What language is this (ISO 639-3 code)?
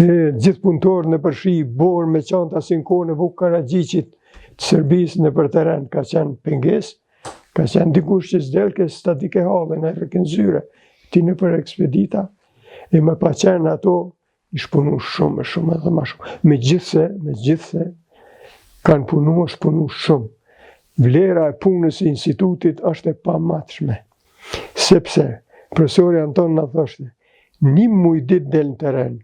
sqi